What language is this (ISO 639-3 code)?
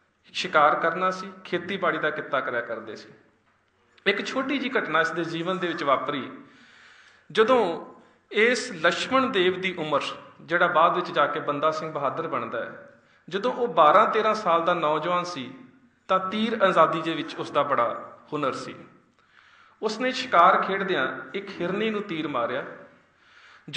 pan